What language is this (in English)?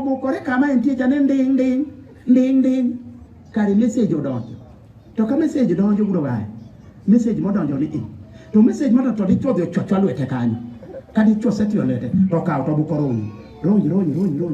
Luo (Kenya and Tanzania)